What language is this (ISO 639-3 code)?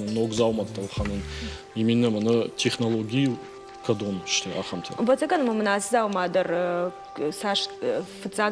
oss